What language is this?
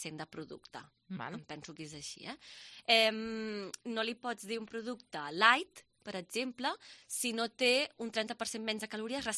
Catalan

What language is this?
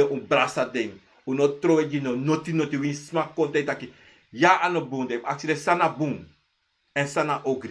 Sranan Tongo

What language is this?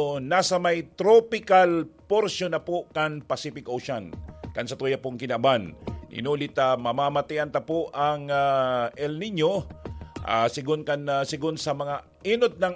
Bikol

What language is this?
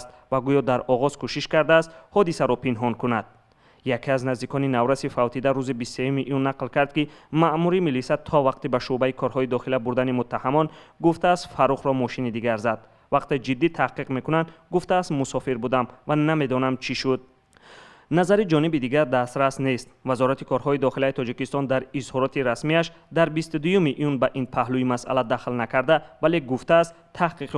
Tajik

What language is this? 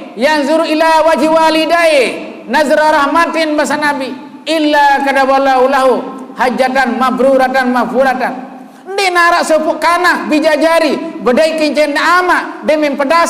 Sasak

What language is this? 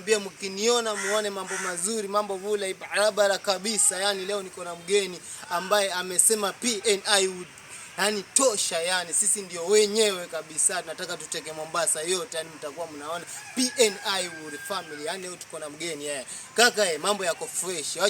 Swahili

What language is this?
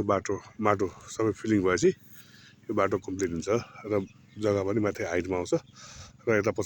Nepali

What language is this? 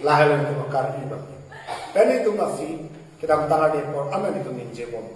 Karbi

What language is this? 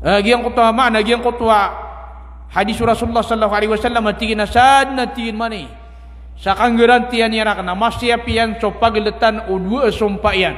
Maranao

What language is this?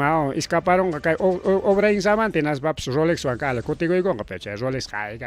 Ayacucho Quechua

